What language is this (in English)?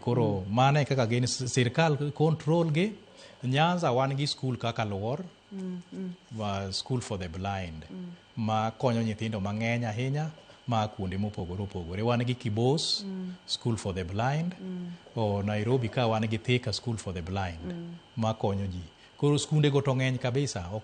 Luo (Kenya and Tanzania)